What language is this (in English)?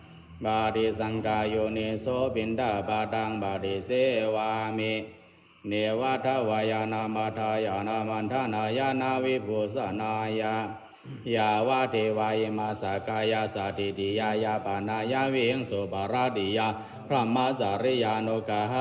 Pali